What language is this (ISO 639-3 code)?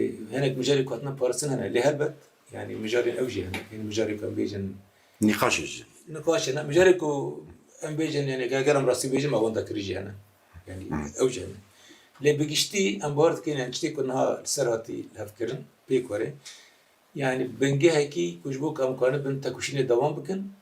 kur